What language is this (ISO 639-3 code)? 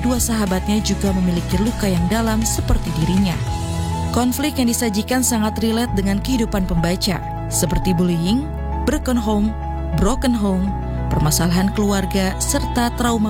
ind